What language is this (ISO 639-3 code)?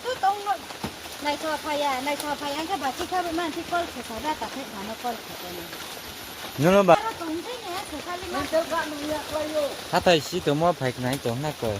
trp